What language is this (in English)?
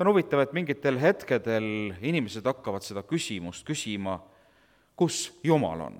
Estonian